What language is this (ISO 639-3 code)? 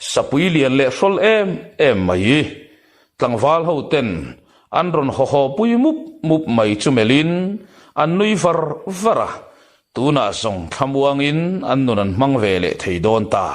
lus